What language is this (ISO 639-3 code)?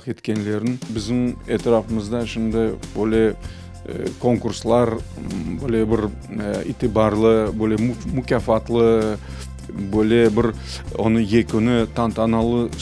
crh